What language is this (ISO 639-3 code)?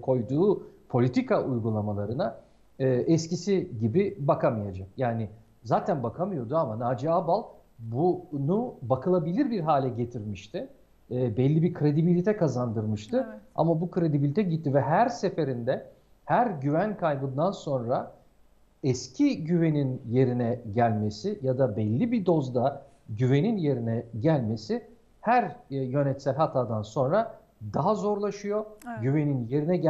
tur